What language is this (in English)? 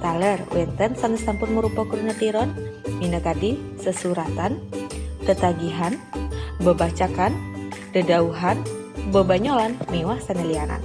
Balinese